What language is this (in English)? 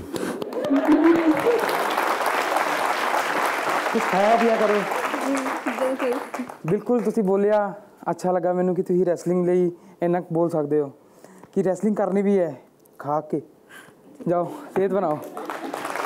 Punjabi